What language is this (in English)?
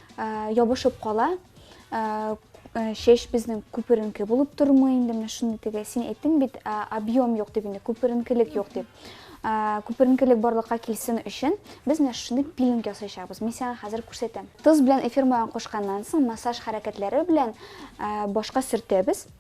Tatar